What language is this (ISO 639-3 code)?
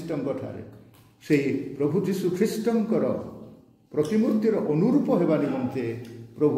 ori